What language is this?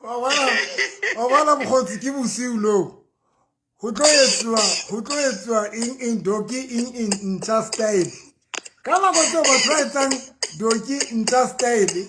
Southern Sotho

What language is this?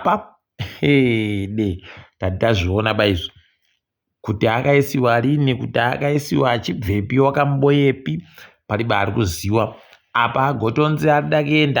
Ndau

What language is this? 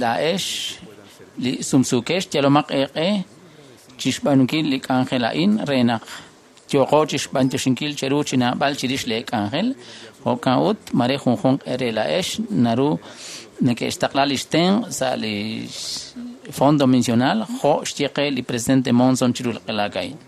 Kekchí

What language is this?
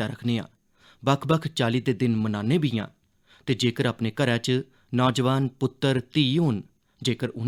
Dogri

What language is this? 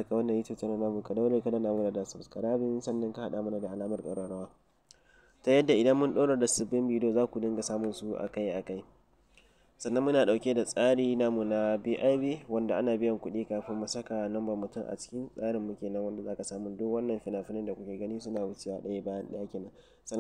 Hausa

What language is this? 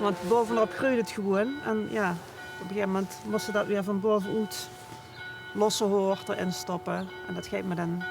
Limburgish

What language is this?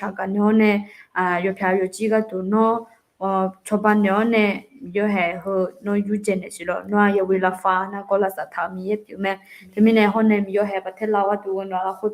Akha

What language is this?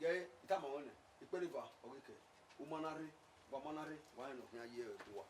Bini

